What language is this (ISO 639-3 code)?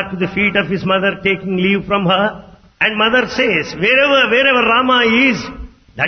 tel